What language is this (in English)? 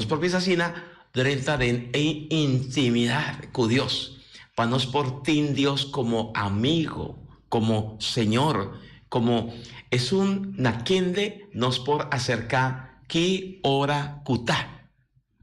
Papiamento